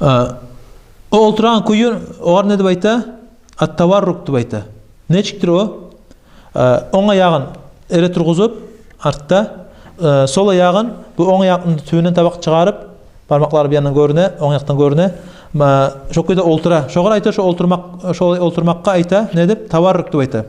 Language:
Kumyk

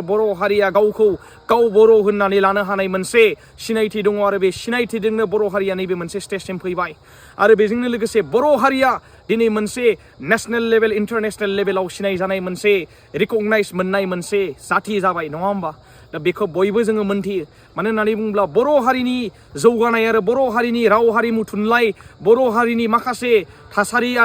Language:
Bodo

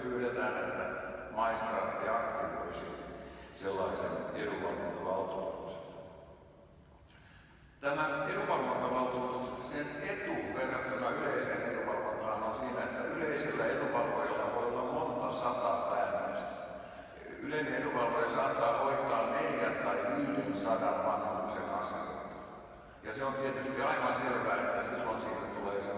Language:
Finnish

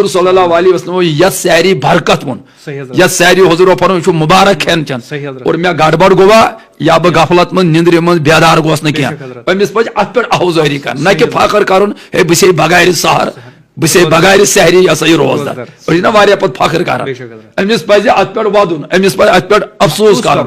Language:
Kashmiri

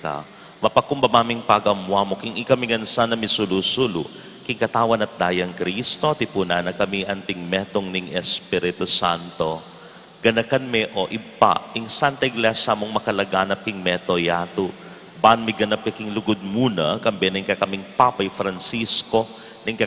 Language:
Pampanga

